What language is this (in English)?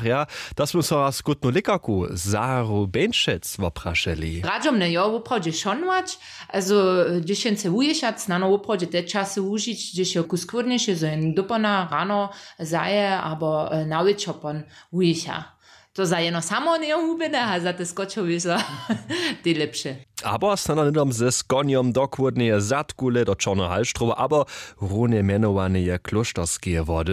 Upper Sorbian